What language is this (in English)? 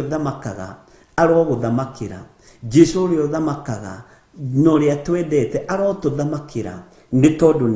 Kikuyu